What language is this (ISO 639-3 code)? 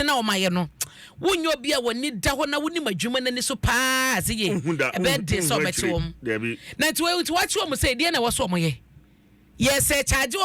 aka